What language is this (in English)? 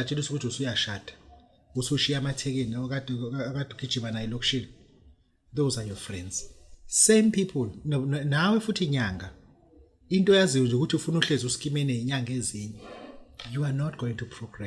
Zulu